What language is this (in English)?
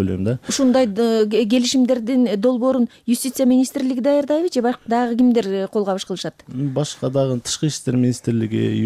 Kyrgyz